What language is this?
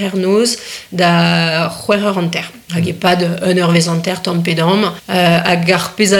Breton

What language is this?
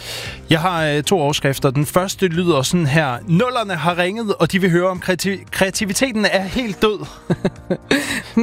Danish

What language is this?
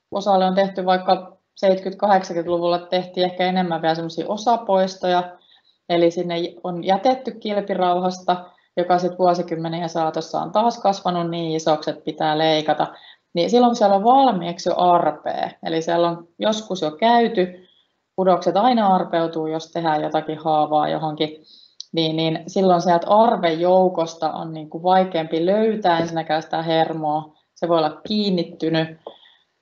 Finnish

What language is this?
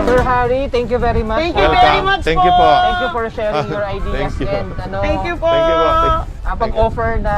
Bikol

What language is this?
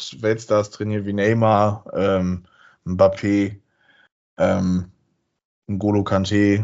German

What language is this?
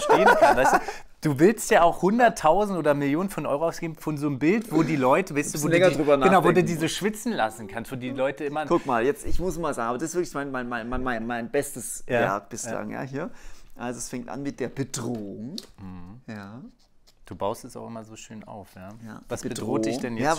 German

